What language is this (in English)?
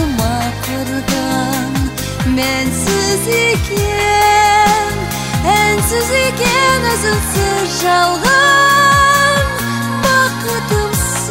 Kazakh